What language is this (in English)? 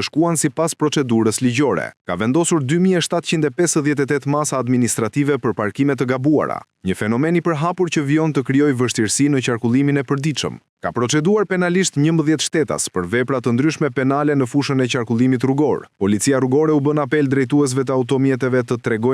Albanian